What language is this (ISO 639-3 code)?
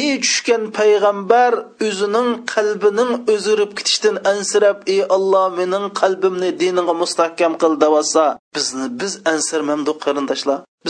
uig